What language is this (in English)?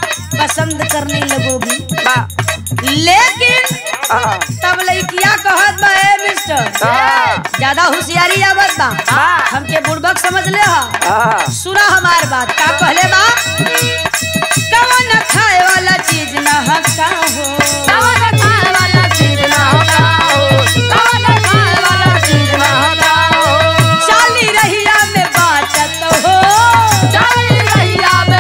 Bhojpuri